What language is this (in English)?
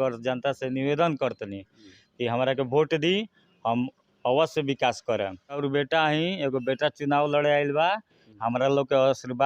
Bhojpuri